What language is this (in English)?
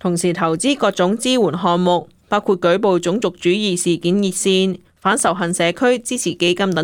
Cantonese